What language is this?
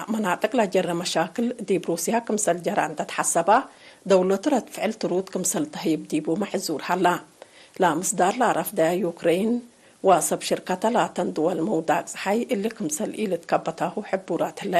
Tigre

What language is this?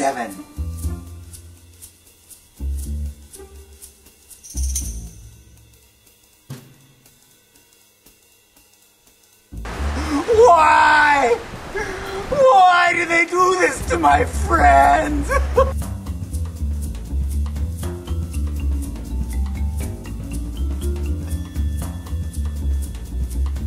English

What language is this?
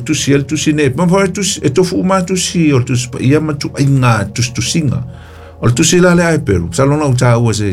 Samoan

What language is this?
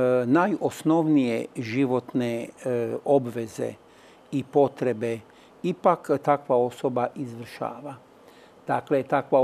Croatian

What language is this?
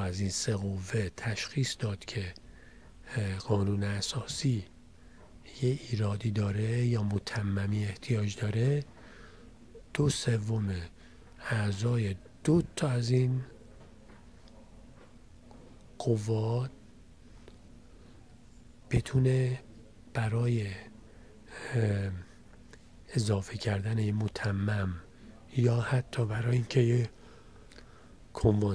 Persian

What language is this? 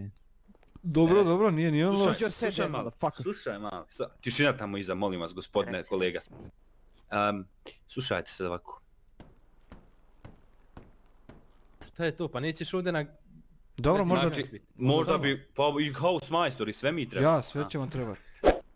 Bosnian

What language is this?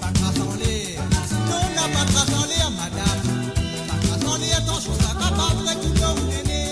Morisyen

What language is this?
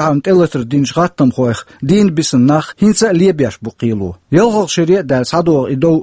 Chechen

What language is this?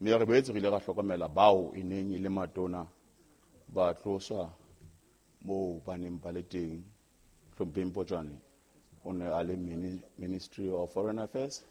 Southern Sotho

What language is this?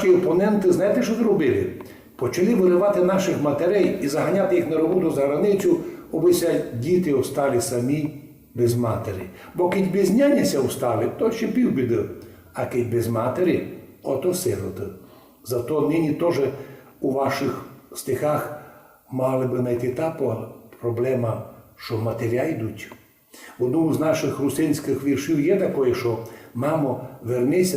Rusyn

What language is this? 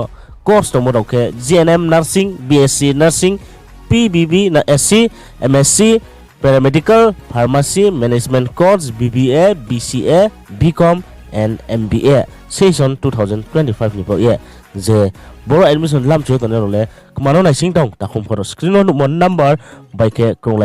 Riang (India)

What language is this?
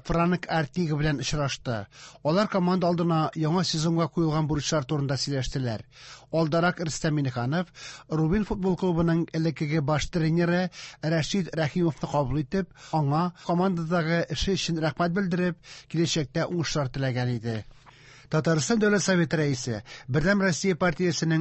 Tatar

